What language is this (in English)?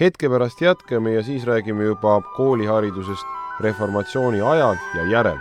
Estonian